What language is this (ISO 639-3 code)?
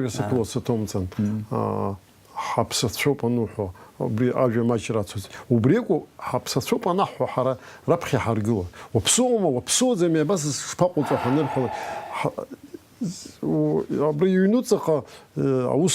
abk